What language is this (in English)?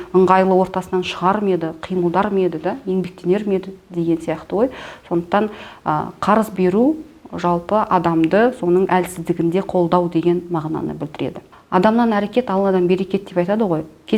Kazakh